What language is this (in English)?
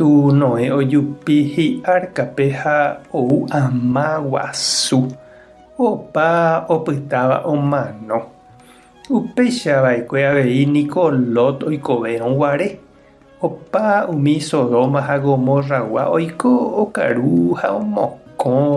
Guarani